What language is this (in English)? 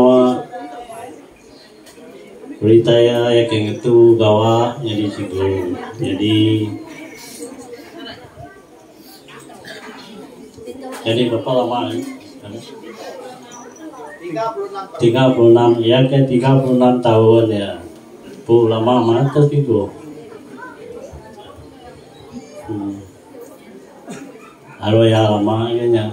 Malay